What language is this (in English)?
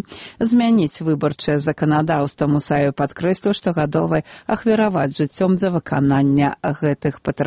Belarusian